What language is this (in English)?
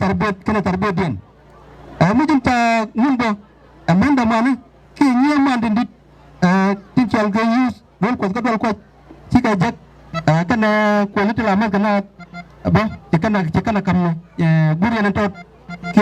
Nuer